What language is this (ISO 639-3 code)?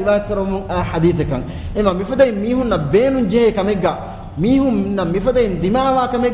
div